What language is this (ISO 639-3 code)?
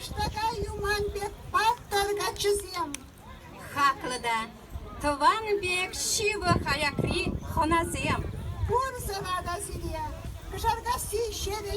chv